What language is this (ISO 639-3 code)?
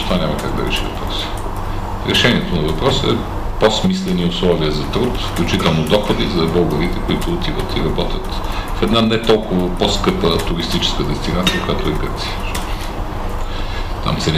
bul